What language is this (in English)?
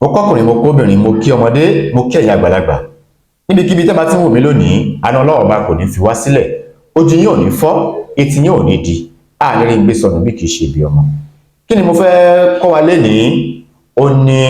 Yoruba